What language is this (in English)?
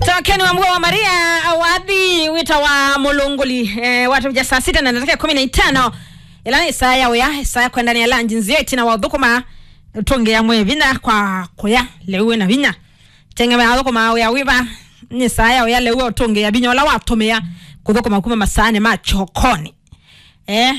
Kamba